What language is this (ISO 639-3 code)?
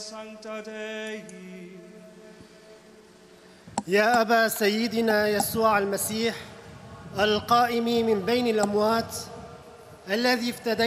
hun